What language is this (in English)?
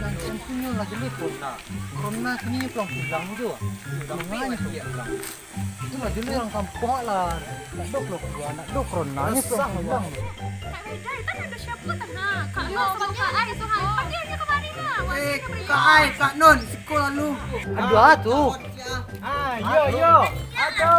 Minangkabau